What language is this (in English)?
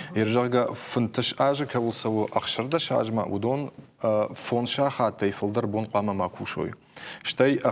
Ossetic